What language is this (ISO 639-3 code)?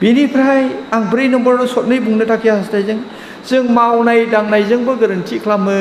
brx